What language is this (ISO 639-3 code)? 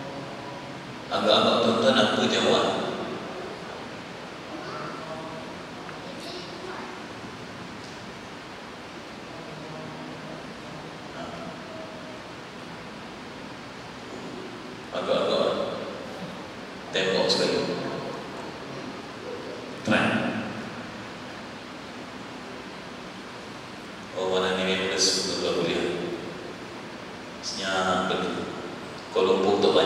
msa